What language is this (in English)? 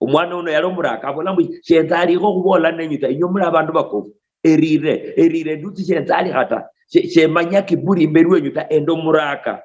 Luyia